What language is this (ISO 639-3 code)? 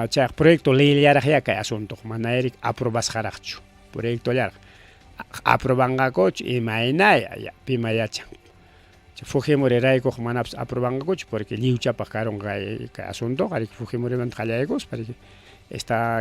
quy